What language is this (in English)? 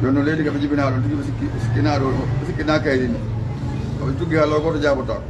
Fula